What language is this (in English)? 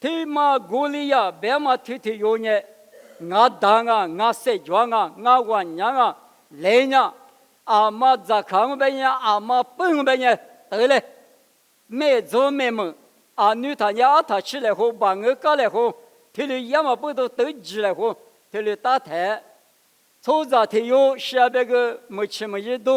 Lisu